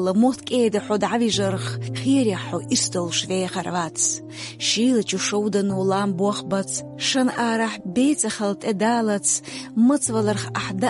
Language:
Chechen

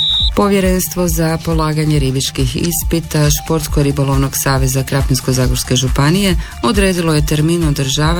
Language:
Croatian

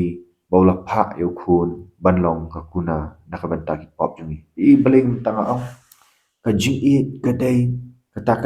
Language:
Khasi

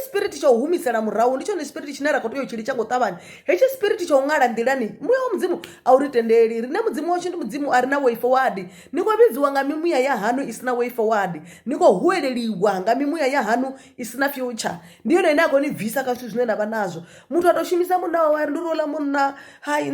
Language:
Venda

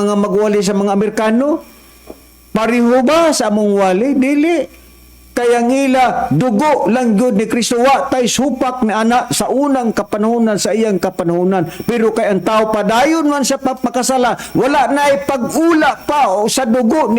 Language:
Cebuano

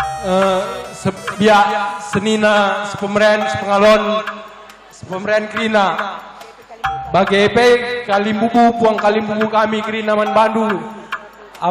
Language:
Batak Karo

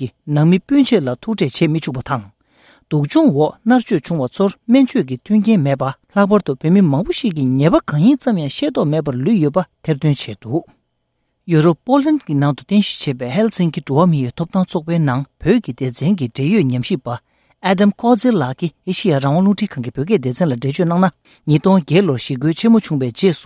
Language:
Tibetan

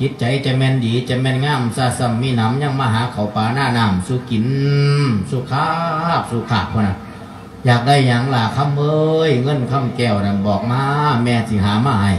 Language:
Lao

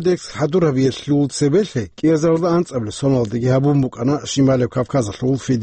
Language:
Avaric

